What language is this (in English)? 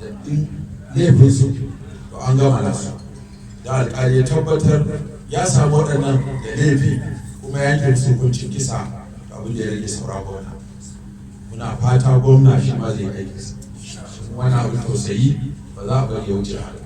Hausa